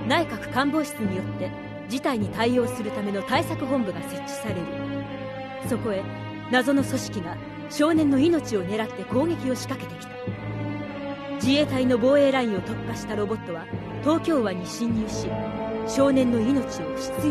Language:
Japanese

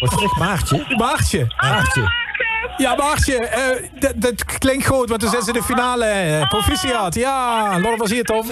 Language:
Limburgish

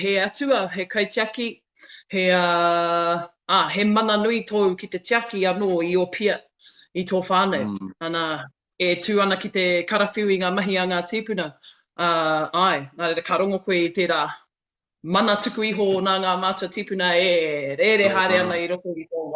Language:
Māori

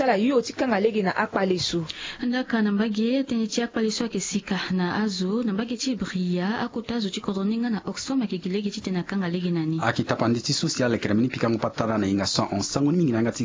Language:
Sango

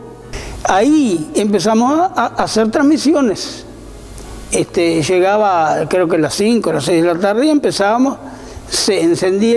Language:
Spanish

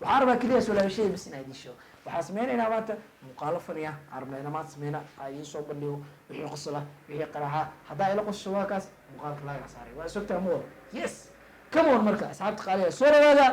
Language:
Somali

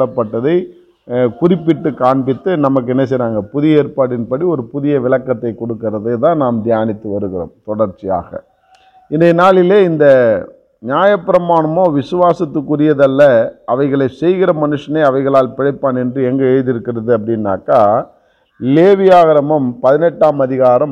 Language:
Tamil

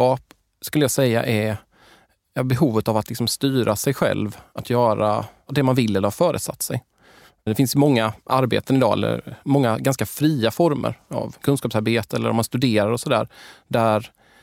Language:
Swedish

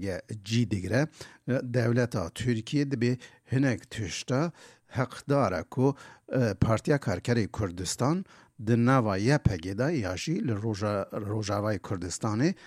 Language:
Kurdish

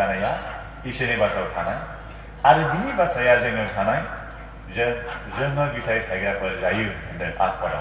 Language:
Bodo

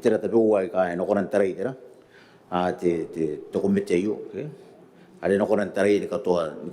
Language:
Gilbertese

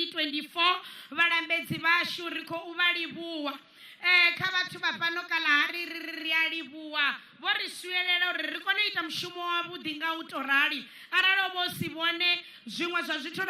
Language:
Venda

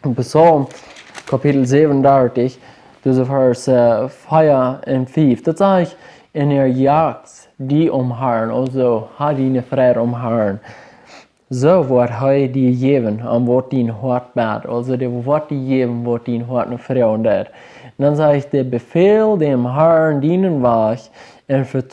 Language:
Plautdietsch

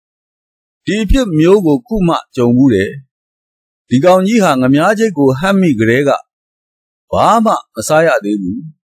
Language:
Burmese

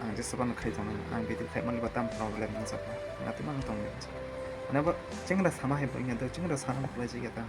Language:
Kok Borok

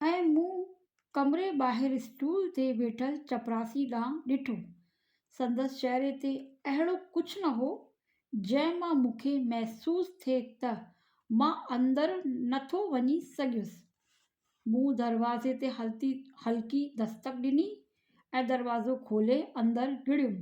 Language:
Sindhi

